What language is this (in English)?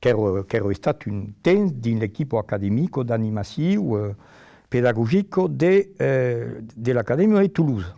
Occitan